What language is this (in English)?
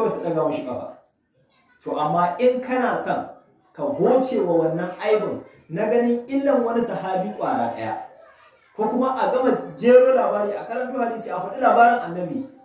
Hausa